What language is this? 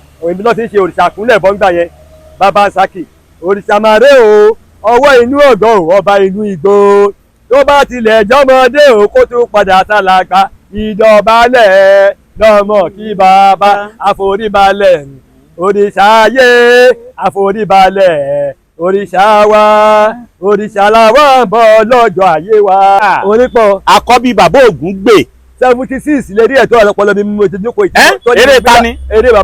Yoruba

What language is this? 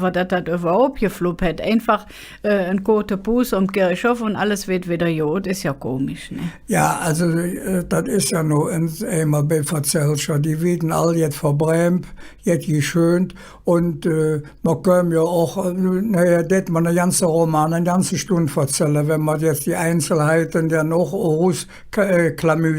Colognian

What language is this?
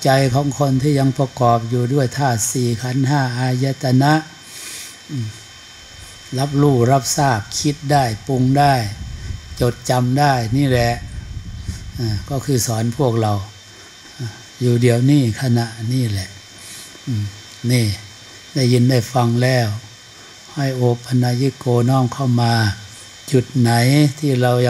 Thai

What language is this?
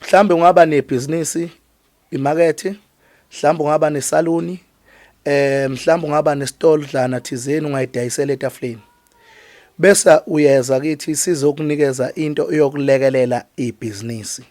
Zulu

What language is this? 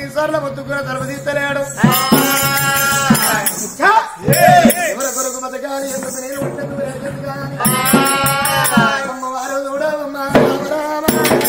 Telugu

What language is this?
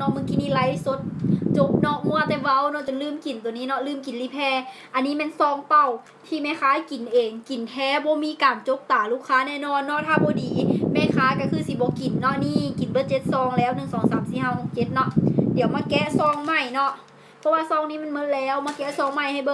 Lao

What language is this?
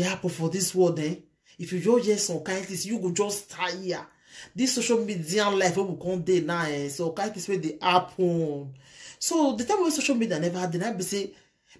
Nigerian Pidgin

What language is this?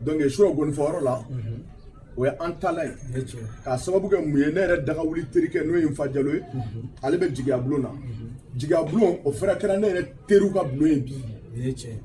Bambara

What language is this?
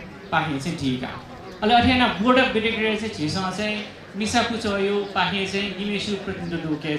Newari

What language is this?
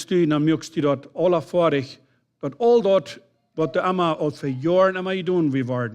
Plautdietsch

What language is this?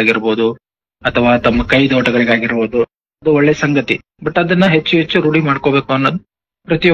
Kannada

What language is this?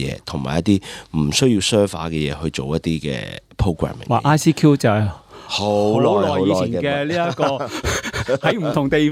Cantonese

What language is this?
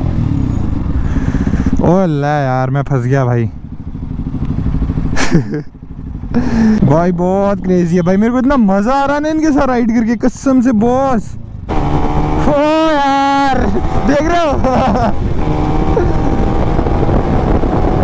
Hindi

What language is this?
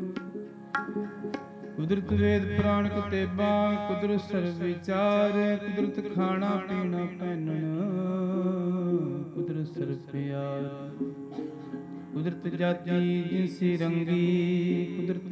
Punjabi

